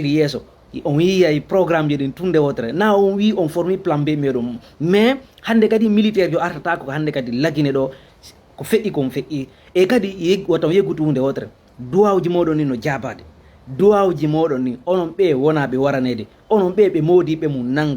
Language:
Fula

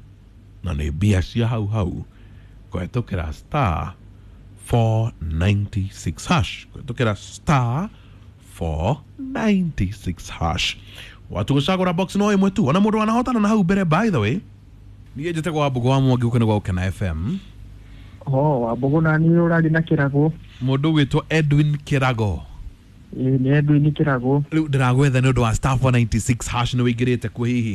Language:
Kikuyu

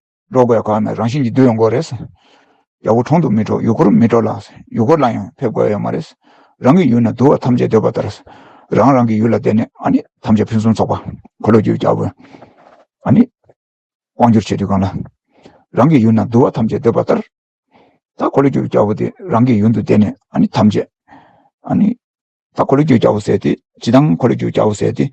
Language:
Tibetan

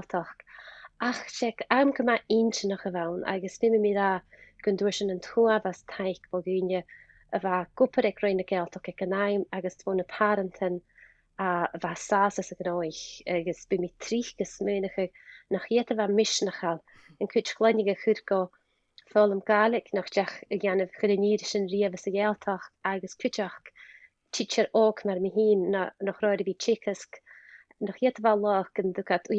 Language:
Scottish Gaelic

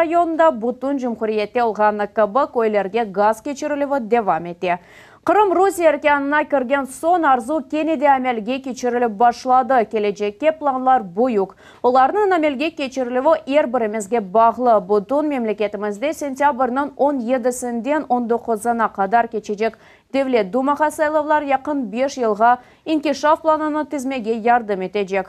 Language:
Crimean Tatar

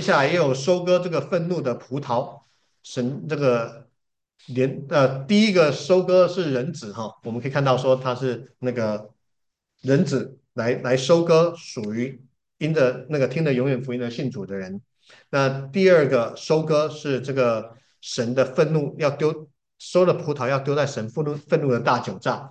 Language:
Chinese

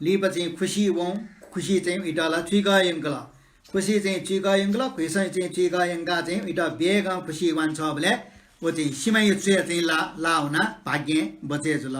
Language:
Newari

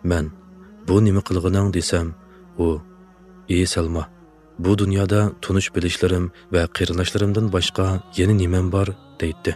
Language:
Uyghur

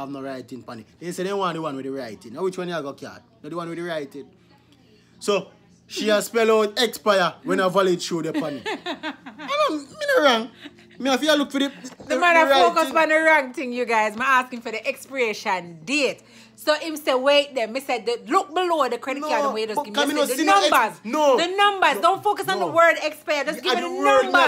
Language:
Jamaican Creole English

